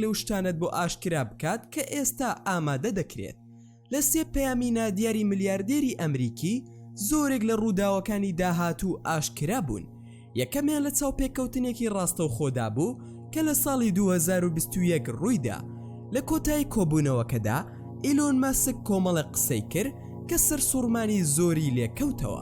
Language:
Central Kurdish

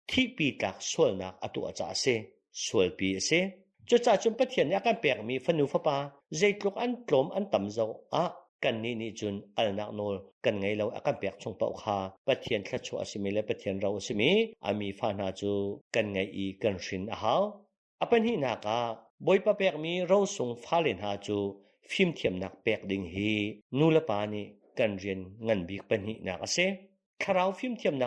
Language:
Hakha Chin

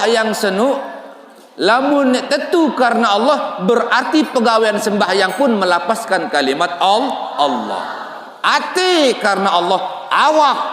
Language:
Sasak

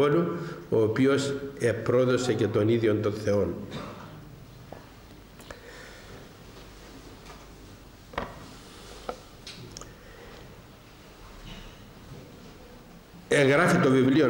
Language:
Greek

